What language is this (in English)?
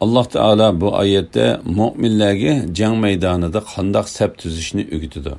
Uyghur